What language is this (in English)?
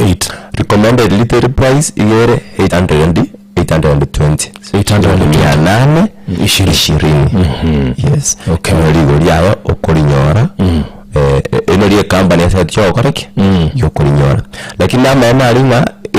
Gusii